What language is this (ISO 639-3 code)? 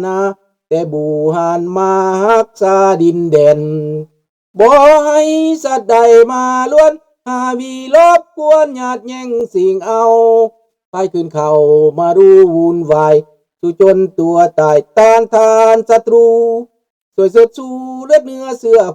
lao